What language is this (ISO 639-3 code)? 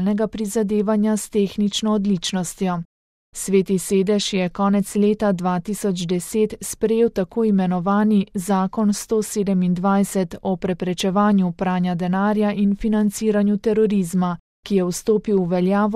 slv